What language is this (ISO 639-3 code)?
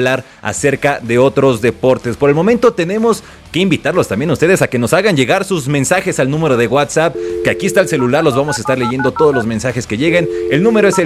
spa